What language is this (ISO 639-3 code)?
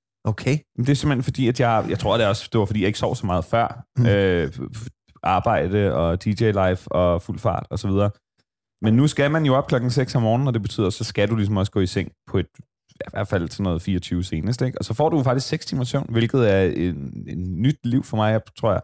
dan